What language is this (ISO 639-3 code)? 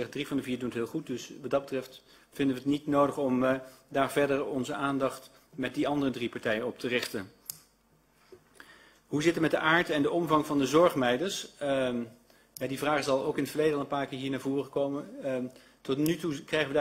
nld